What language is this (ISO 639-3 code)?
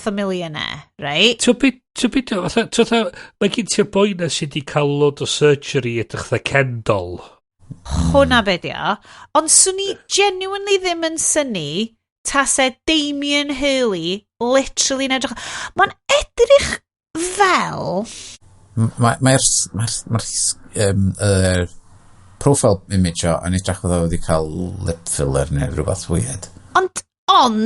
cym